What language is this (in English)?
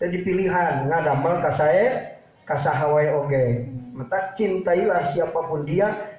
Sundanese